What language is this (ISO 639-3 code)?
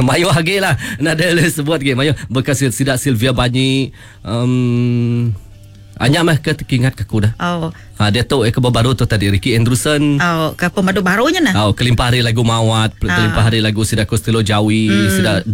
iba